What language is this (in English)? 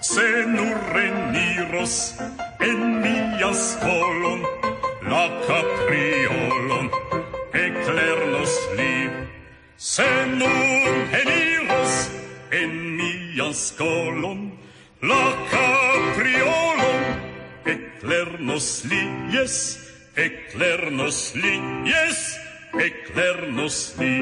Esperanto